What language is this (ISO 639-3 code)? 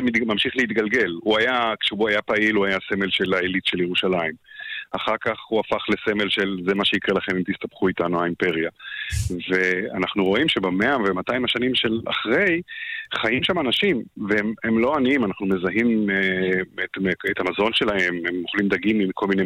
heb